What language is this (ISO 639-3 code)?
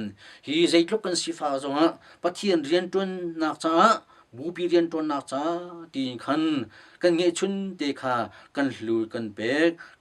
cnh